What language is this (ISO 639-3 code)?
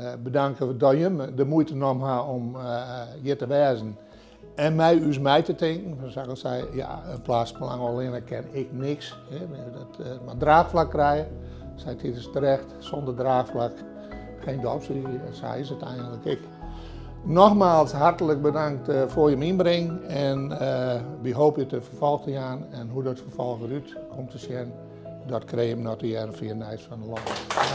fry